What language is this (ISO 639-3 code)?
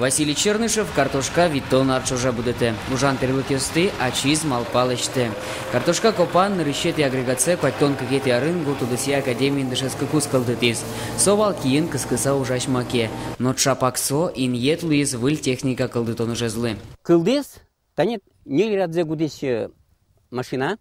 udm